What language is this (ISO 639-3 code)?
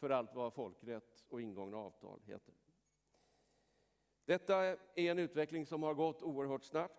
swe